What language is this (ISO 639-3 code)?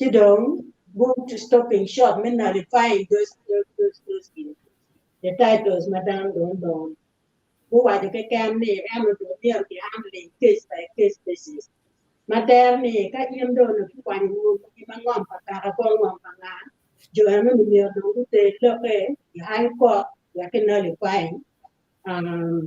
ach